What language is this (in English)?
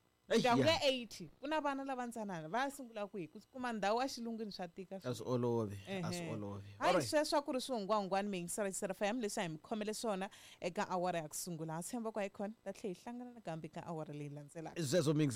Tsonga